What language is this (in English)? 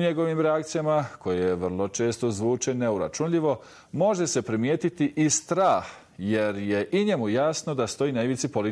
Bosnian